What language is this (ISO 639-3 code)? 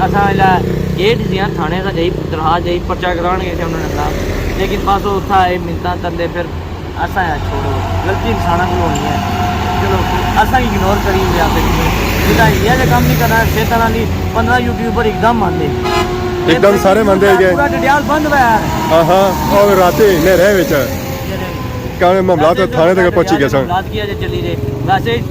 phr